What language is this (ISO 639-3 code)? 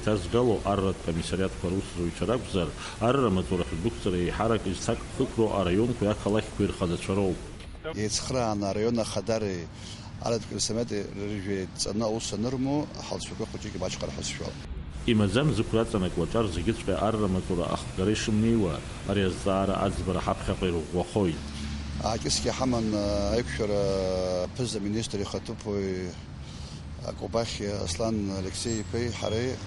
abk